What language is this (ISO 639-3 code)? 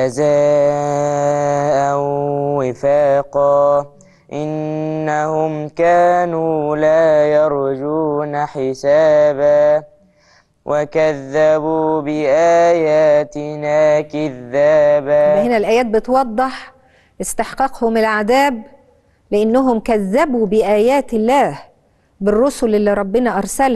arz